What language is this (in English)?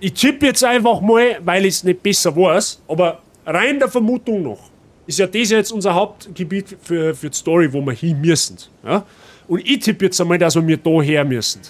Bavarian